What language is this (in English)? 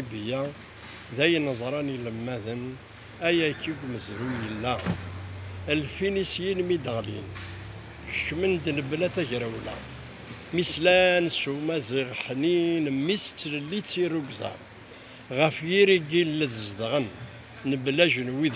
Kabyle